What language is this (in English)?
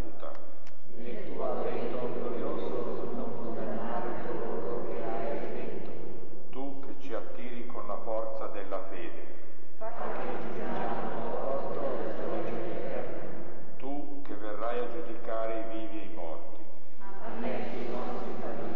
Italian